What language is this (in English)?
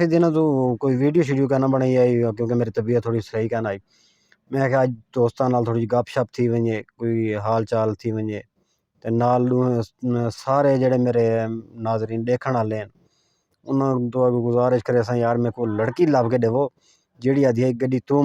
Saraiki